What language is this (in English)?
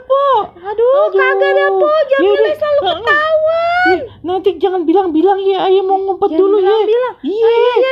Betawi